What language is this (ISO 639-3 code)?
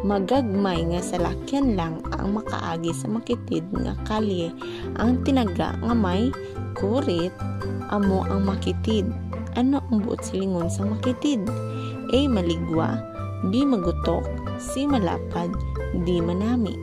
hil